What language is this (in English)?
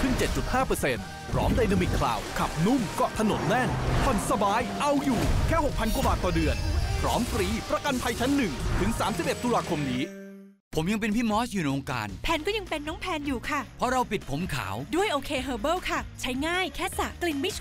Thai